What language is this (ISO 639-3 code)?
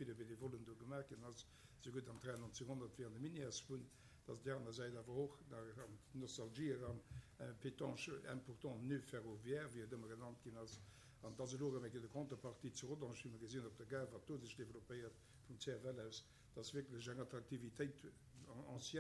ltz